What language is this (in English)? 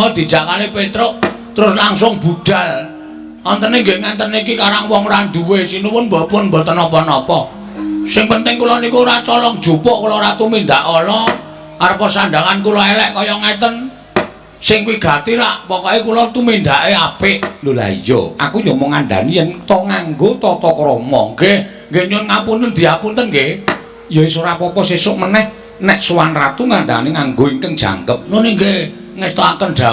Javanese